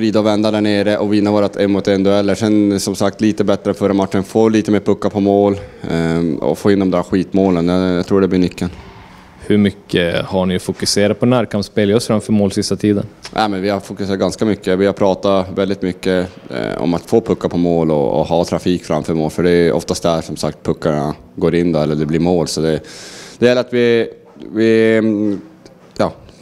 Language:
Swedish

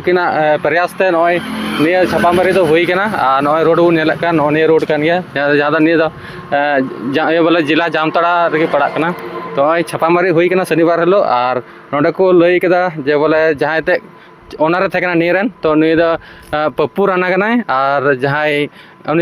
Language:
Santali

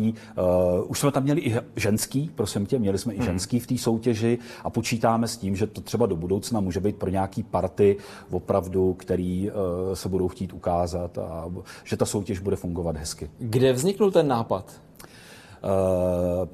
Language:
Czech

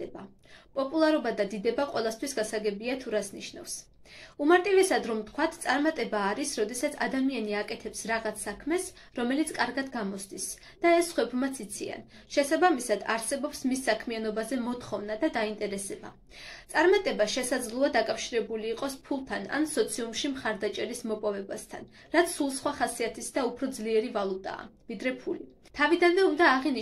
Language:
Georgian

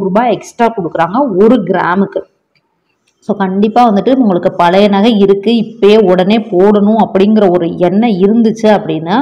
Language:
Tamil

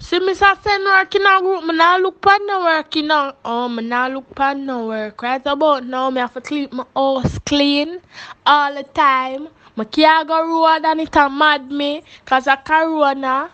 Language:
Jamaican Creole English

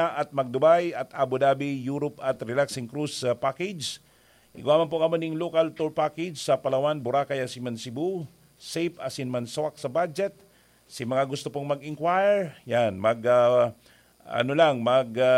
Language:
Bikol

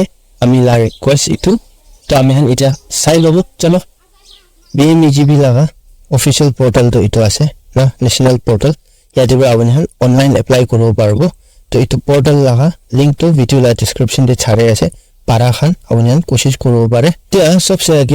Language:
Naga Pidgin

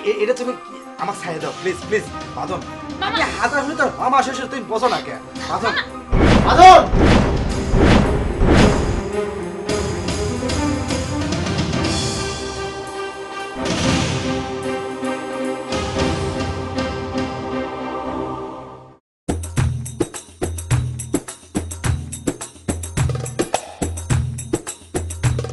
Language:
Bangla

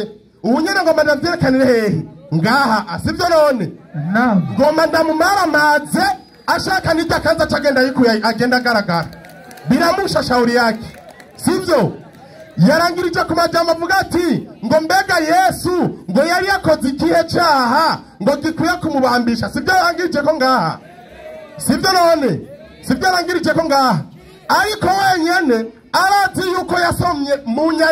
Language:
Rundi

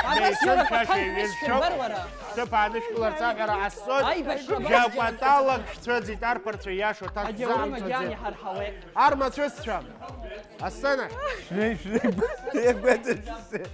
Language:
Abkhazian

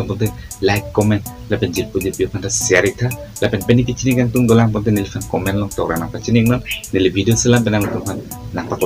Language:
Karbi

